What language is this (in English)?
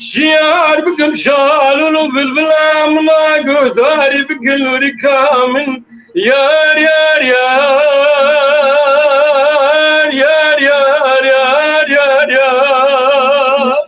Kurdish